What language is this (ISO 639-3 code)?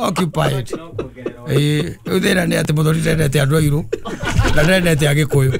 kik